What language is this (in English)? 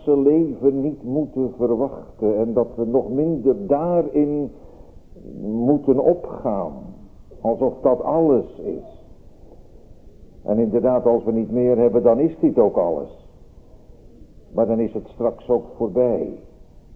Dutch